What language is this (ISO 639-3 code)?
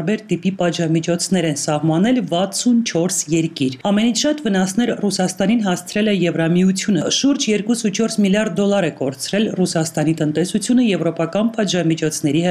hye